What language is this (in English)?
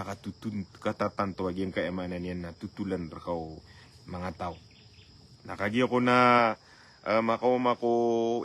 Maranao